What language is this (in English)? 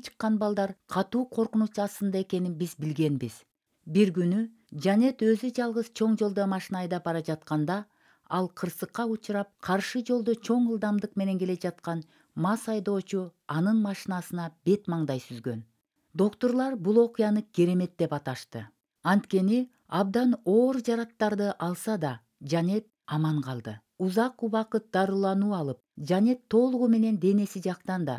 Kyrgyz